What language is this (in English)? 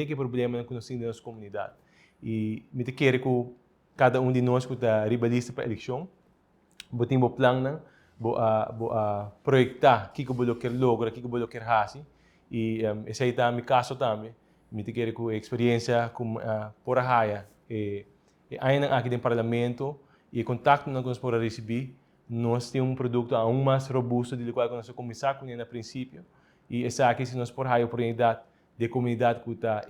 Papiamento